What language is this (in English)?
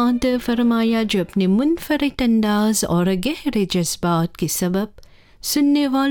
Urdu